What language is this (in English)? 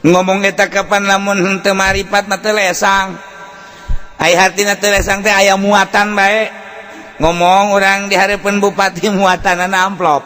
Sundanese